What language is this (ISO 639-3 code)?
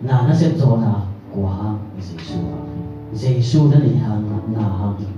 ctd